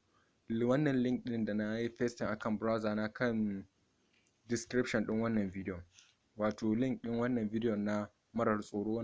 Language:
Hausa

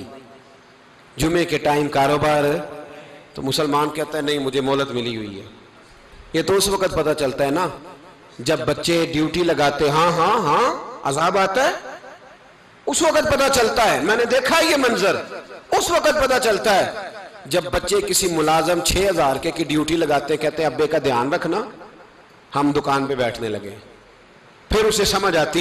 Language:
Urdu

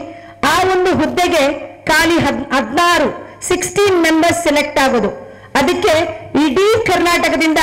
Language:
Kannada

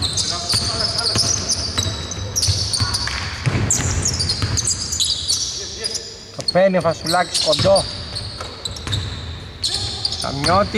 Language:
Greek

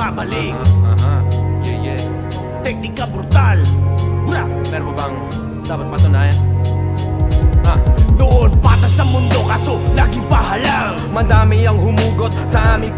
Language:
Filipino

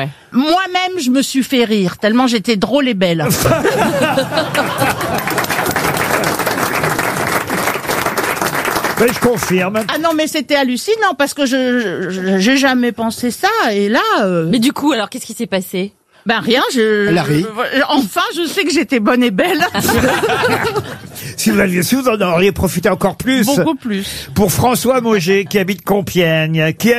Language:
French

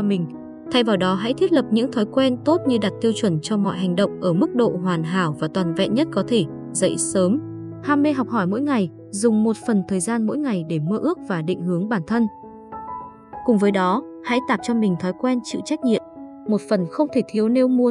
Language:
Vietnamese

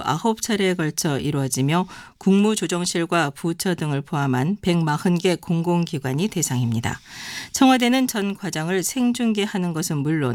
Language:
Korean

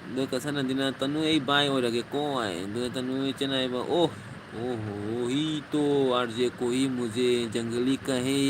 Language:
Manipuri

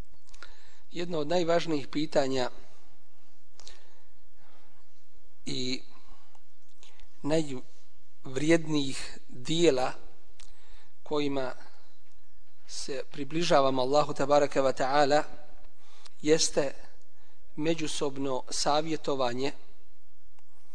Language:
Bosnian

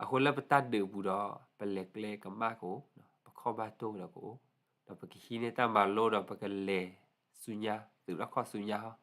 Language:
S'gaw Karen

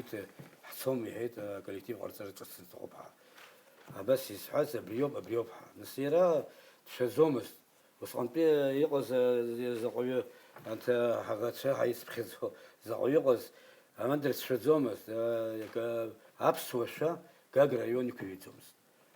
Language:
Abkhazian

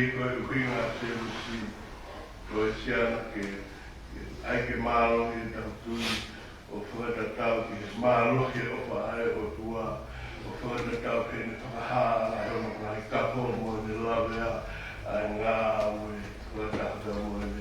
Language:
Tongan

